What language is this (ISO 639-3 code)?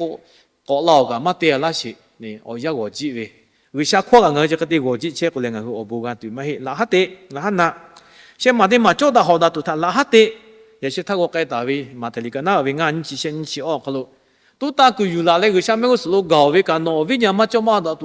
lhu